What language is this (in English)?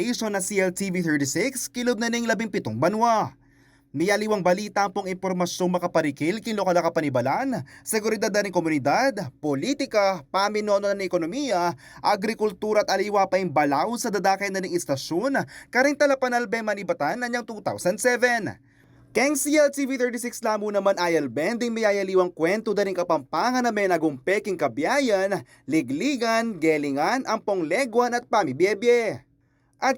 Pampanga